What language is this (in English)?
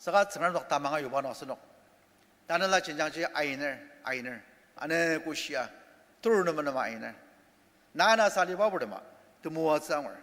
Ao Naga